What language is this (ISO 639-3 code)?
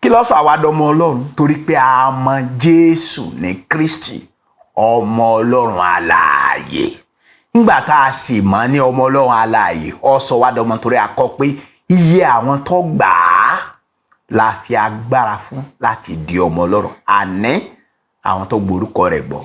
yor